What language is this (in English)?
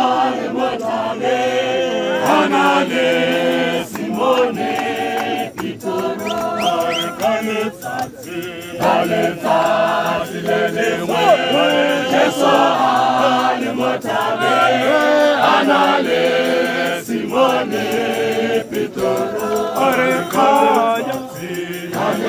Tswana